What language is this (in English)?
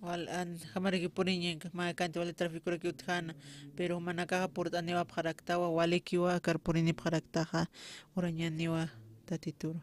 Aymara